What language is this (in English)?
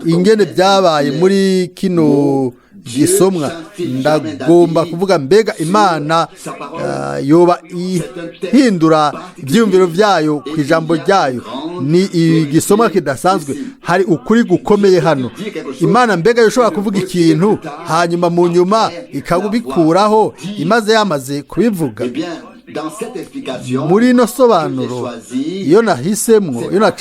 Rundi